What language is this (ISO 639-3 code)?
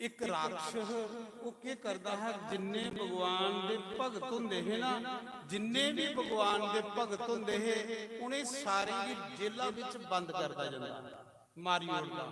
doi